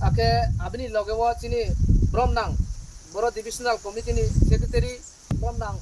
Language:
Riang (India)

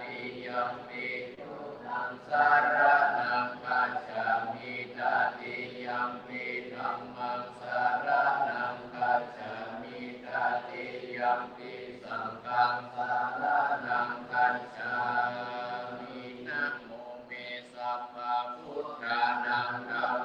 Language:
Pali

